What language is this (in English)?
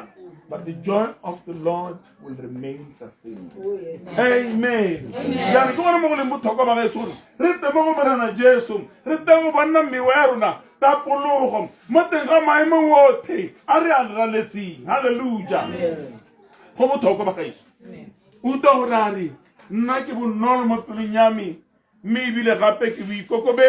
Tswana